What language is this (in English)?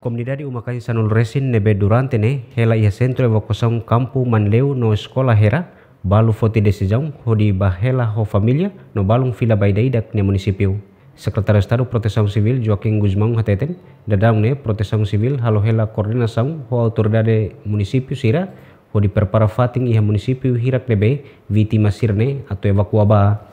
Tetum